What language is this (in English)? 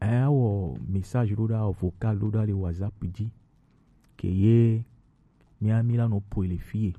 Gen